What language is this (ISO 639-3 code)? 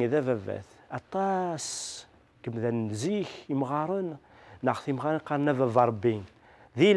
kab